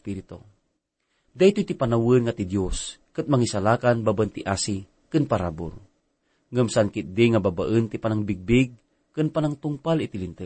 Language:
Iloko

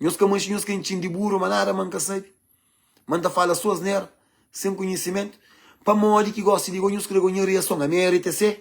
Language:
Kabuverdianu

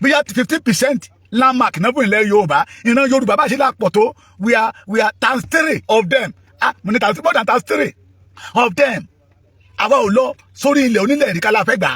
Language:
Yoruba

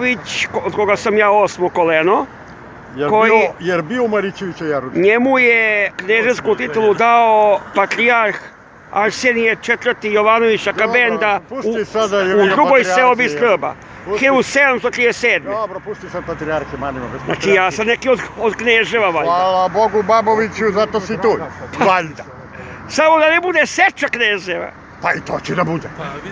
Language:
Serbian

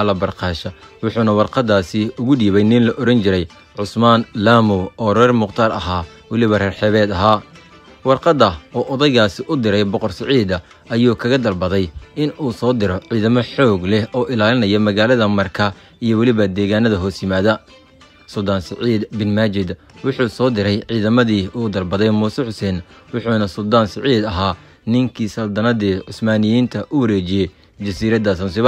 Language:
Somali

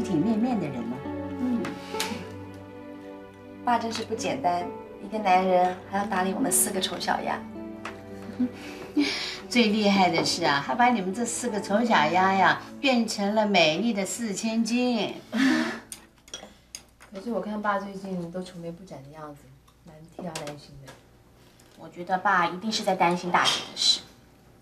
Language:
Chinese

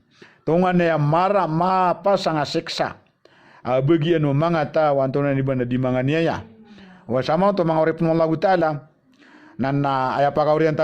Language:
Maranao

